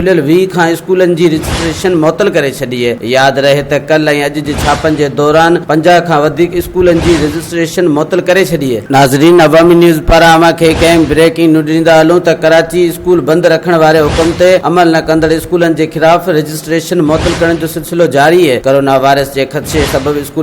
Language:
Sindhi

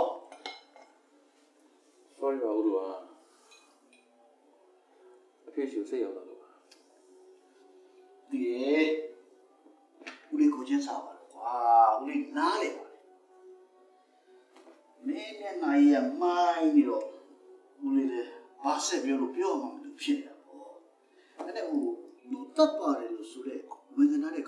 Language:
Burmese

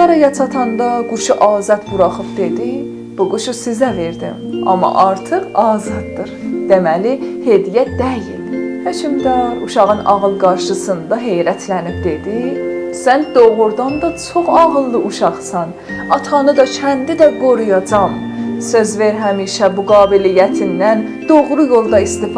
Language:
South Azerbaijani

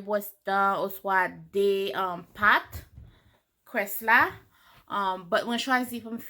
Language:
Haitian Creole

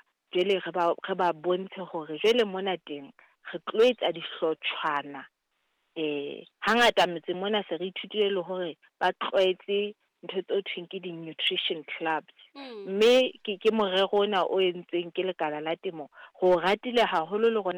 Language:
Southern Sotho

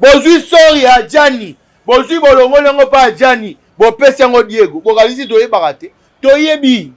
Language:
Lingala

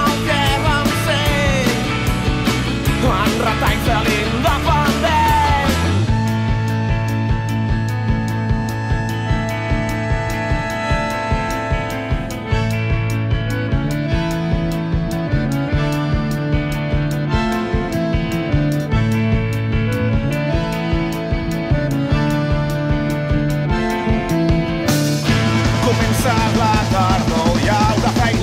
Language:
Catalan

